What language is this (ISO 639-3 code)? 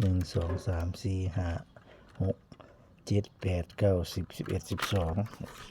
tts